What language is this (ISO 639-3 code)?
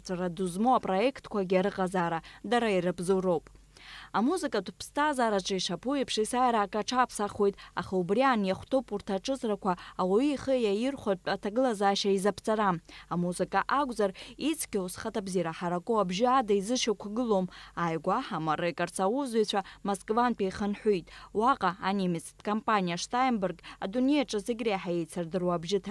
abk